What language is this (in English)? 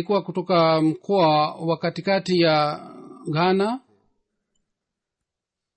Swahili